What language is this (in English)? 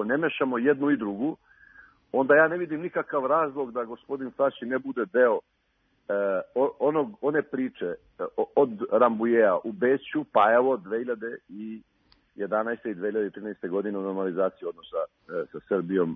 Serbian